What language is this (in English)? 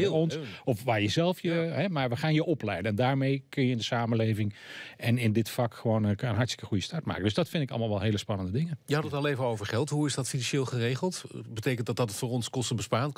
Dutch